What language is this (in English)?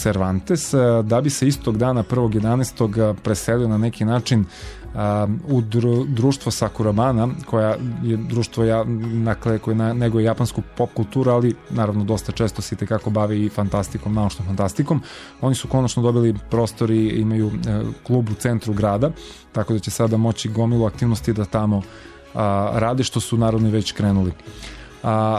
Serbian